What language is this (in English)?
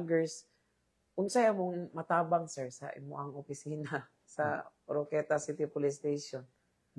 Cebuano